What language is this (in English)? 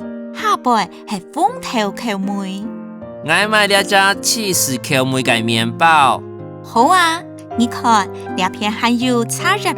Hakka Chinese